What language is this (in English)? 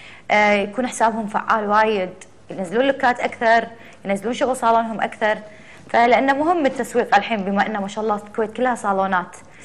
Gulf Arabic